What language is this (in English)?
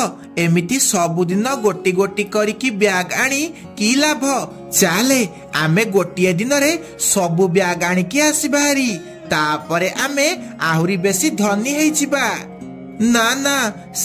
Odia